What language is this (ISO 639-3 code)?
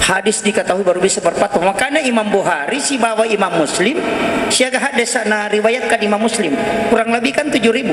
bug